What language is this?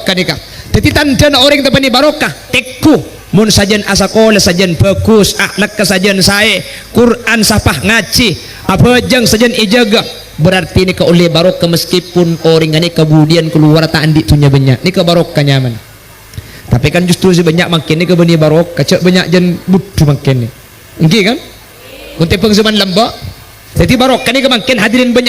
Madurese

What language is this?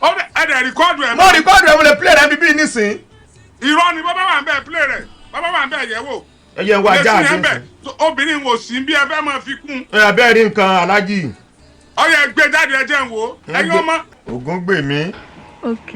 Yoruba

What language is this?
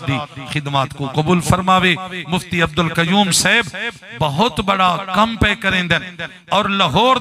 Saraiki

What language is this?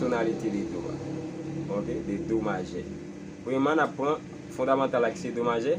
Haitian Creole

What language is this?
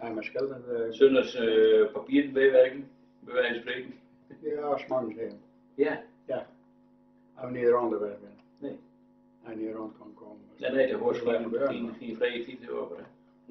Dutch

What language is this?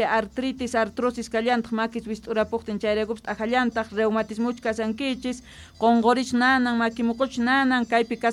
South Bolivian Quechua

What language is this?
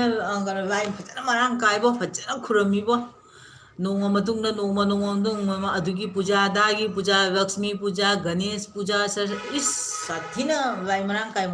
Manipuri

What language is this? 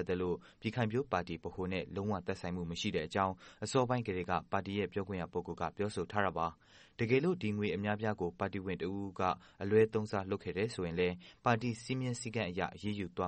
Burmese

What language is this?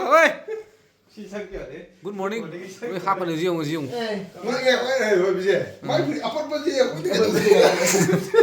Manipuri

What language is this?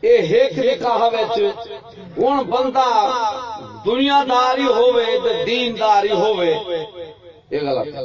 Saraiki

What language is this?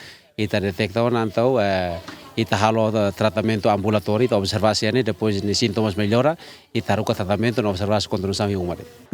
Tetum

